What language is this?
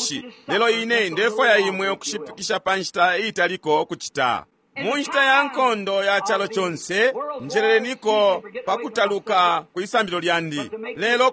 Bemba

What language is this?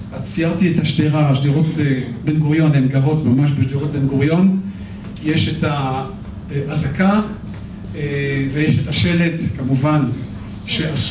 Hebrew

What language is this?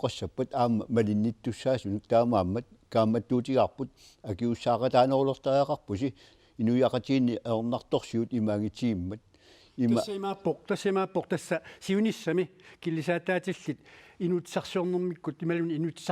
Kalaallisut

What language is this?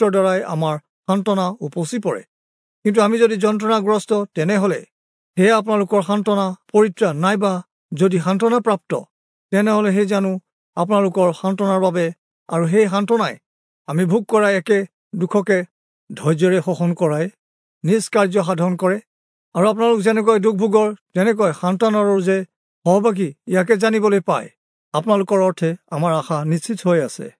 Assamese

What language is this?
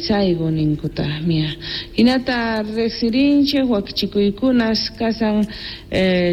South Bolivian Quechua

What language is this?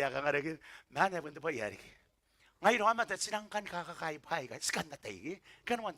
Gilbertese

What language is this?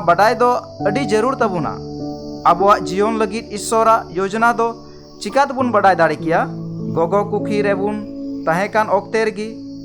Santali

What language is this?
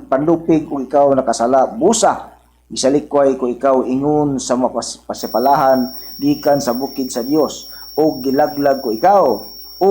Cebuano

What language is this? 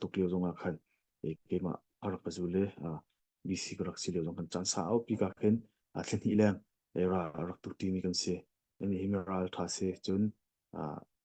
Hakha Chin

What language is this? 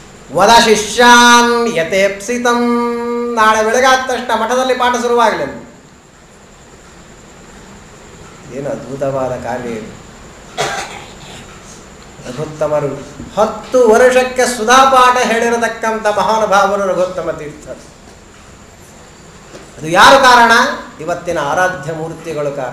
Kannada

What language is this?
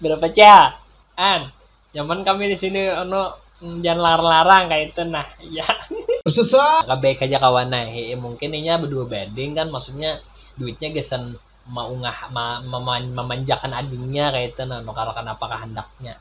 Banjar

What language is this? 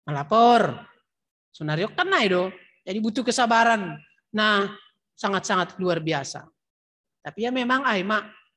Batak Simalungun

